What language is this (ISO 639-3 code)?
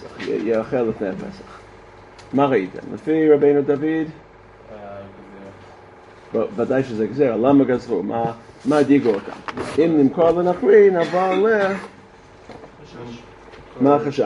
heb